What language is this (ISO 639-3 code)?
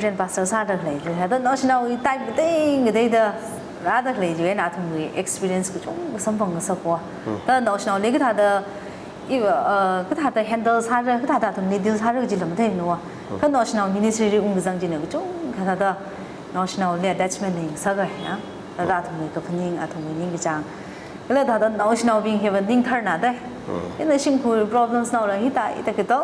nmf